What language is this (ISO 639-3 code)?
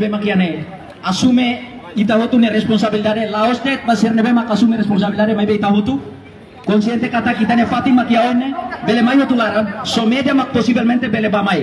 tet